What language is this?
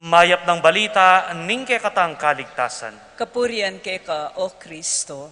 Pampanga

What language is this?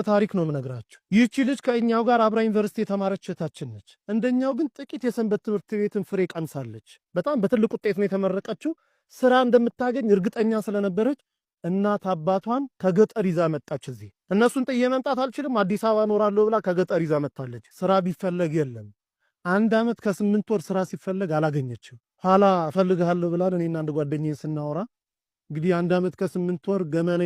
Amharic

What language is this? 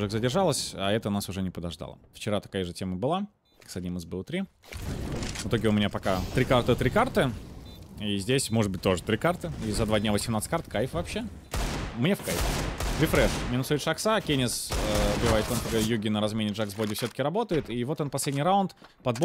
Russian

